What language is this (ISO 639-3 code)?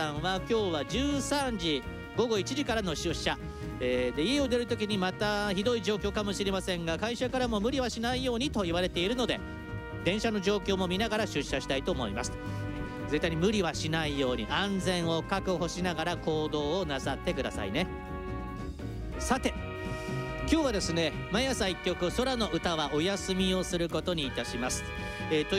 jpn